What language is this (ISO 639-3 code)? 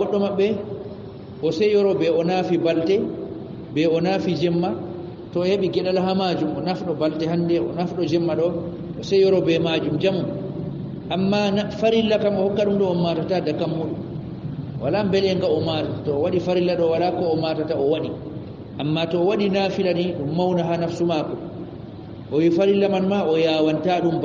ful